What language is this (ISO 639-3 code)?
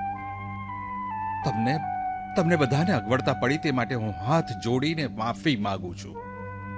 guj